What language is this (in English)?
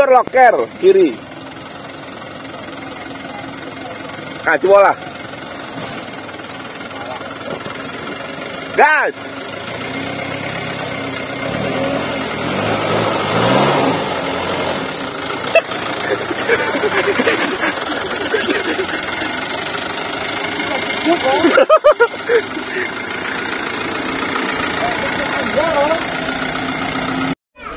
Indonesian